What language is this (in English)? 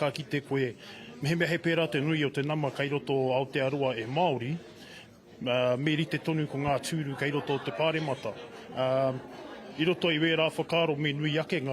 Māori